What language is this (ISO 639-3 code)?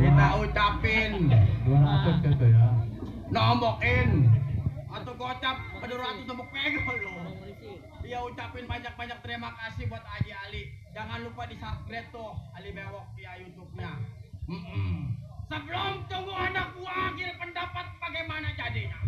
bew